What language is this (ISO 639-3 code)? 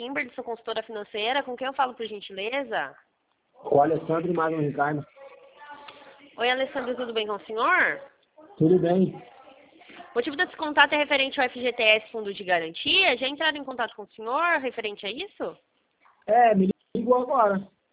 por